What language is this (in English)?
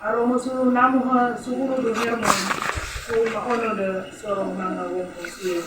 Sangir